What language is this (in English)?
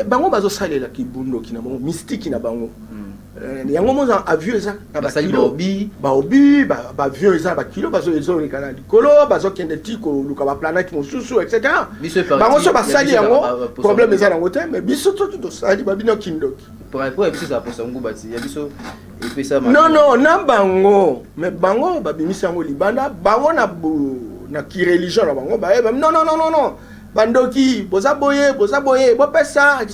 Lingala